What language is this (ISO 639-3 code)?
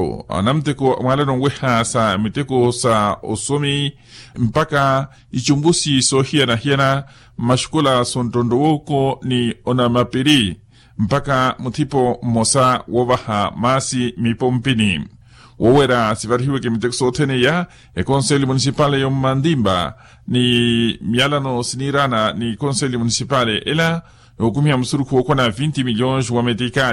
vmw